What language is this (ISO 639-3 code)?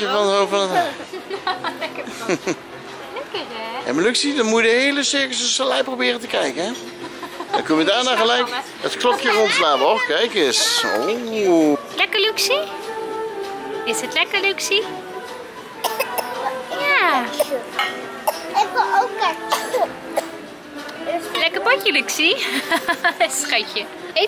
nld